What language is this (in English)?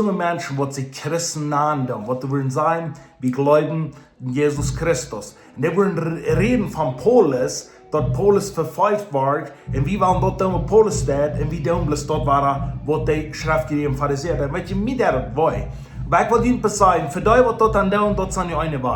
Plautdietsch